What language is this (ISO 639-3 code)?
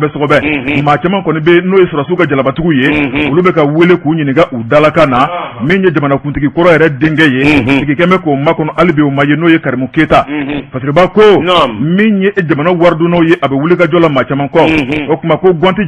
bam